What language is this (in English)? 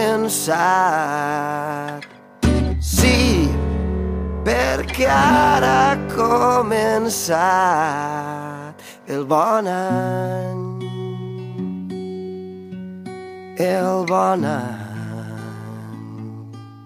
Catalan